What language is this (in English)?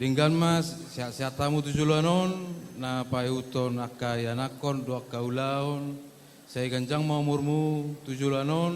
Batak Toba